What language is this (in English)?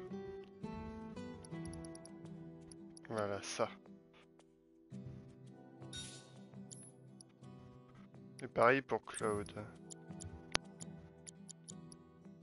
French